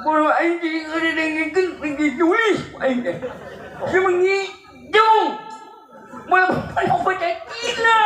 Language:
Sundanese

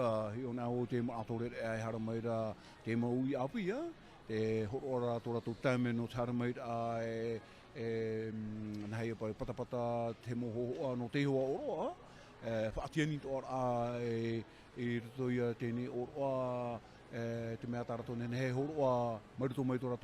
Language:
Tahitian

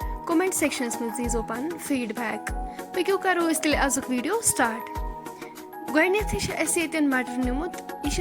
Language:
Kashmiri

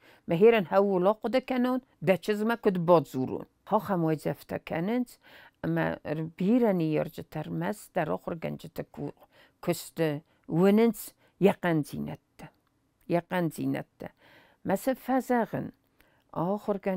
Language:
Ossetic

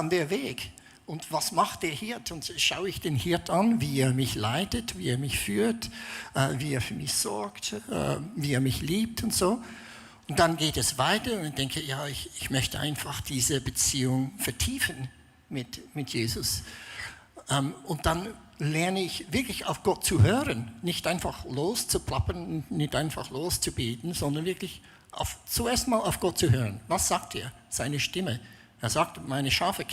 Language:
Swiss German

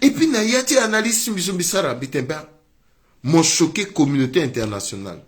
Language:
Sango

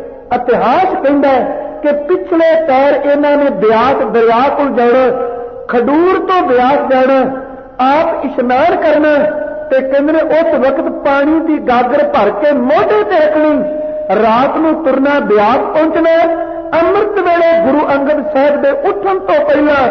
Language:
Punjabi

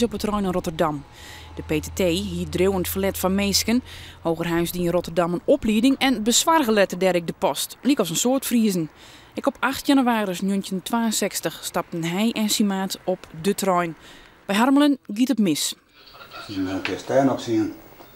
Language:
Western Frisian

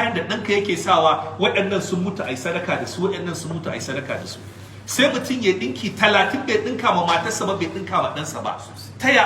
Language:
Hausa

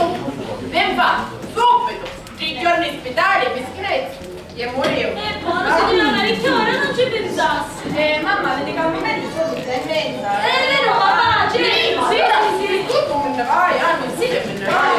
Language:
Sicilian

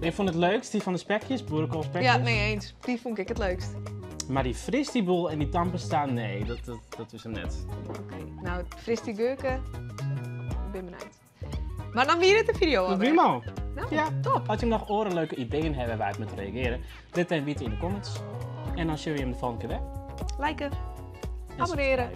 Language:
Western Frisian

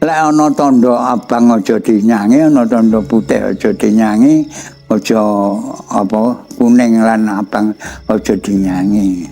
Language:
Javanese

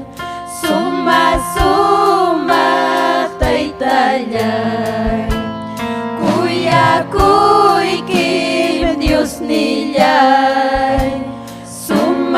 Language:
Ayacucho Quechua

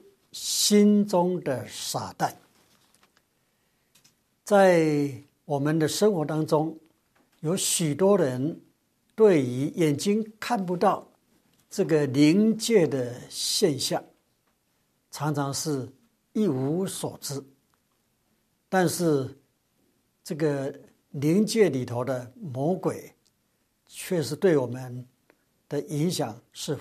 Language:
Chinese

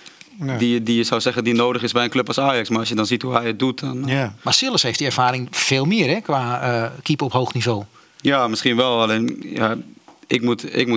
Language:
Dutch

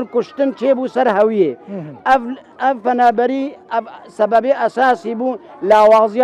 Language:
Kurdish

